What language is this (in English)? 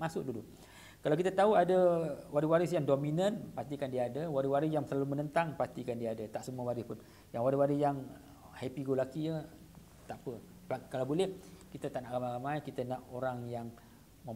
Malay